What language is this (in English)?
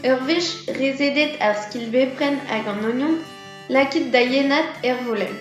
Breton